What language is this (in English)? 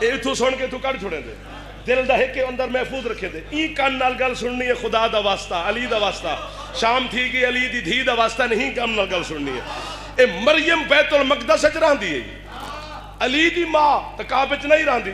Saraiki